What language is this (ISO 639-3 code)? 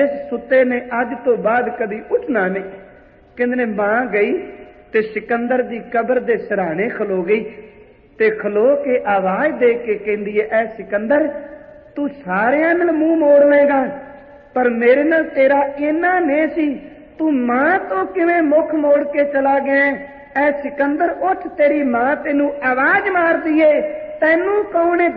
pan